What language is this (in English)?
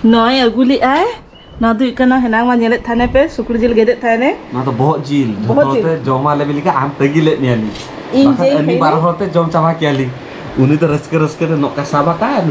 Santali